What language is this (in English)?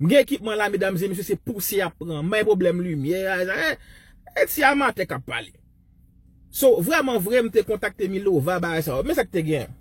Haitian Creole